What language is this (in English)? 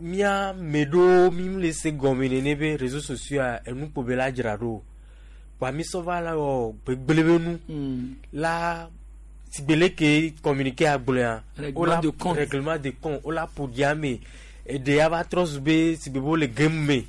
Gen